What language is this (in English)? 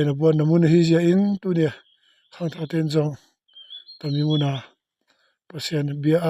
Tedim Chin